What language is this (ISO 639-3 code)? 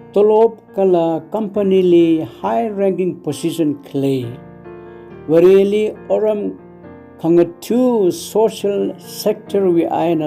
nmf